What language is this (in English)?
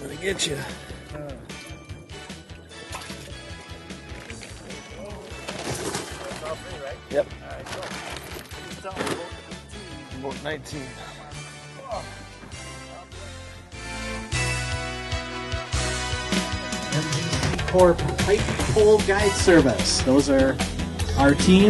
English